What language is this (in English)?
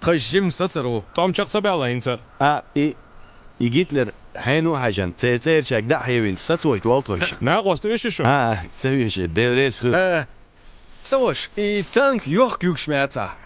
Chechen